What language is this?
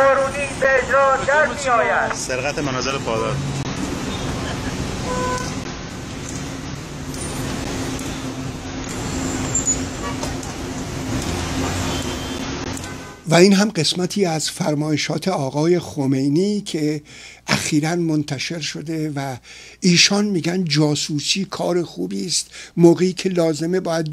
Persian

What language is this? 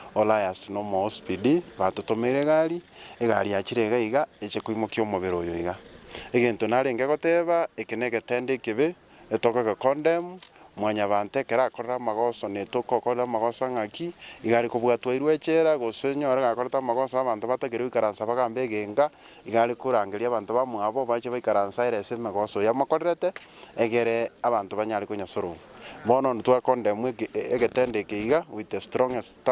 Gusii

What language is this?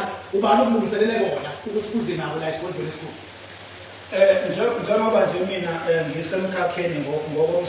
Zulu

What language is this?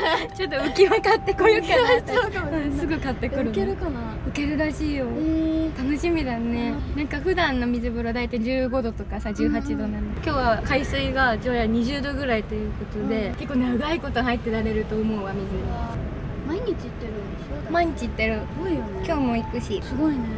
Japanese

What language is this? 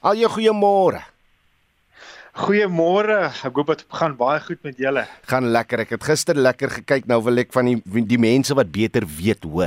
Afrikaans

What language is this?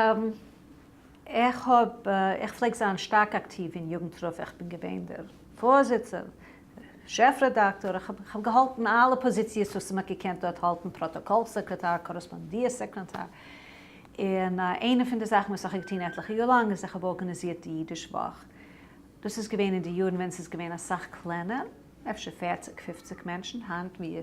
Yiddish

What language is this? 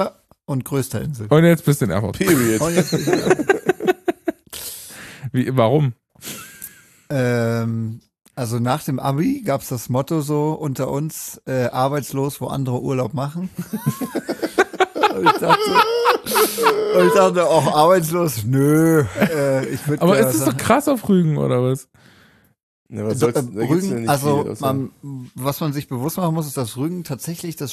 German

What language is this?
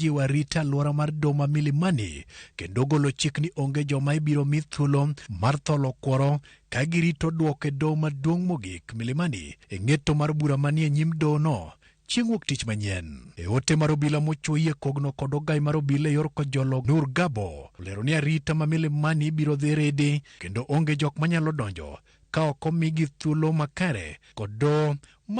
Luo (Kenya and Tanzania)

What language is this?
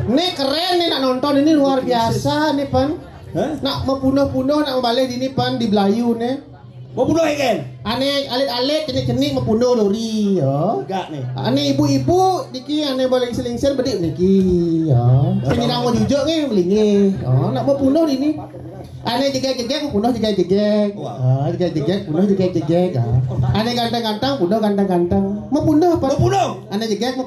Balinese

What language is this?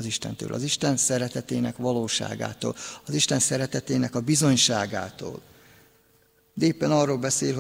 Hungarian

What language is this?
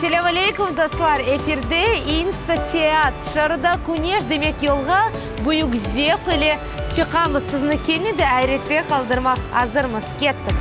Crimean Tatar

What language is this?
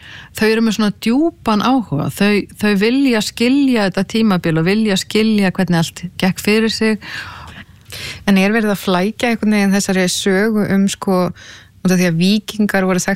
Icelandic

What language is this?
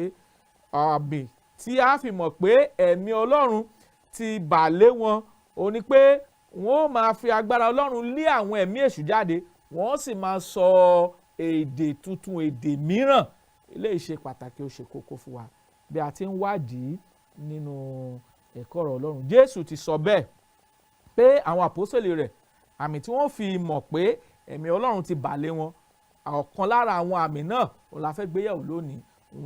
Yoruba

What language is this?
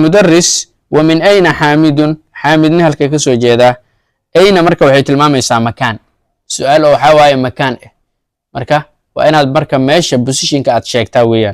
Somali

